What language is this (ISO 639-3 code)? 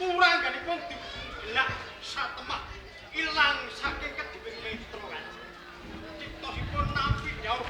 jav